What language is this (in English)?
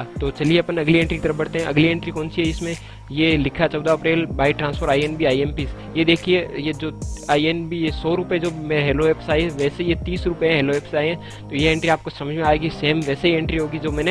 Hindi